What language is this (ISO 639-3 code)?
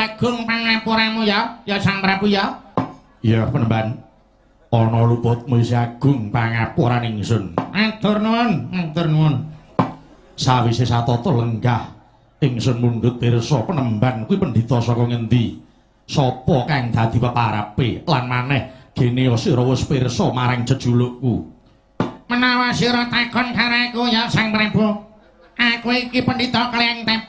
jav